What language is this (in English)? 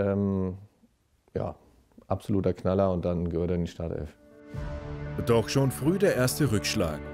German